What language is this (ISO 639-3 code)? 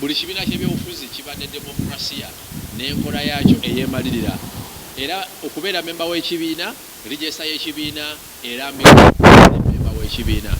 lug